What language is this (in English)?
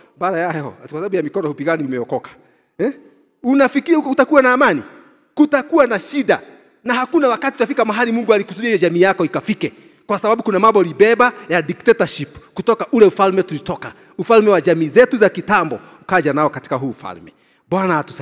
Swahili